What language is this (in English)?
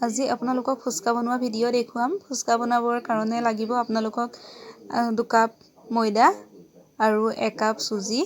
Assamese